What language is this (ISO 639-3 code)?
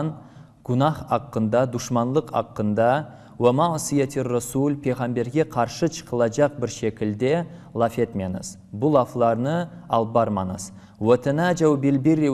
crh